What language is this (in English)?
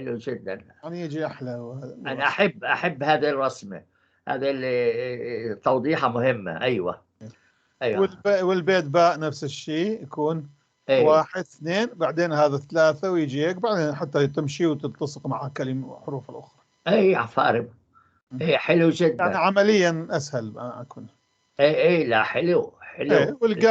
North Levantine Arabic